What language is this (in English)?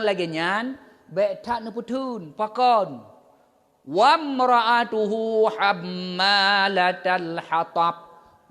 Achinese